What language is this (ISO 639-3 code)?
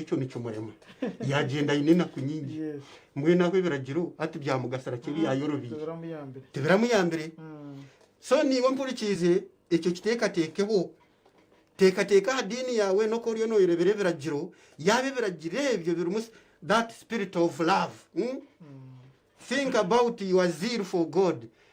nyn